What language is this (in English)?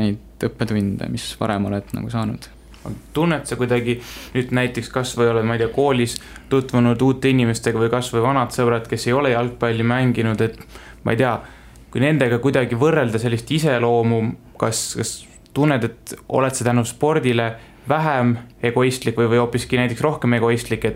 Estonian